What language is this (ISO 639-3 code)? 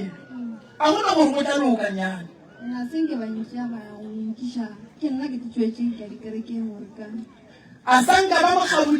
nso